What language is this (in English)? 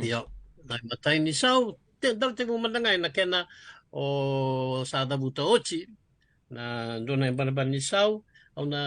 Fijian